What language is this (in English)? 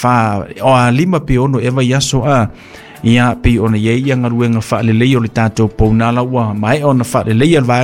Samoan